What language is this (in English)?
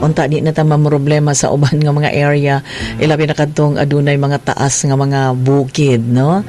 Cebuano